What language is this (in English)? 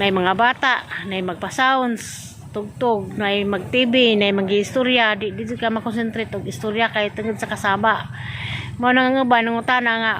Cebuano